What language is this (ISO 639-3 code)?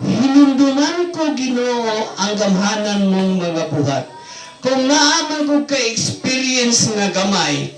ceb